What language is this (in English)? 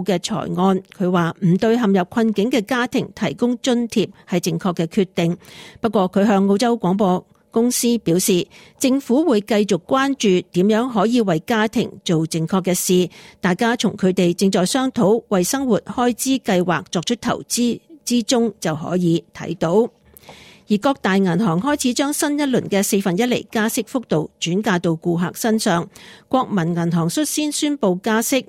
Cantonese